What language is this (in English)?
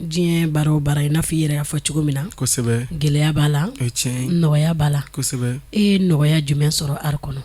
Bambara